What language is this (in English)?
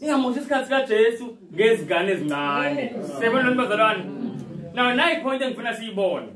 Zulu